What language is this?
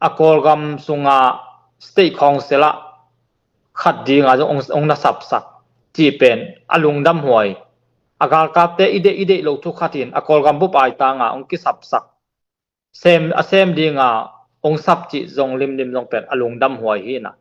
Tedim Chin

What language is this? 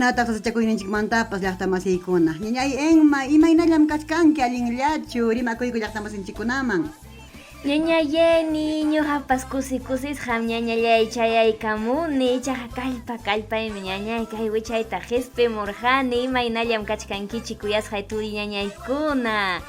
Ayacucho Quechua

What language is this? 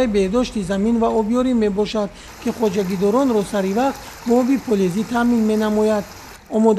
Tajik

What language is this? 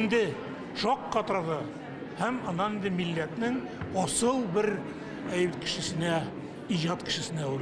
Tatar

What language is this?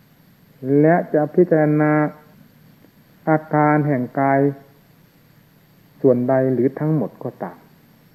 Thai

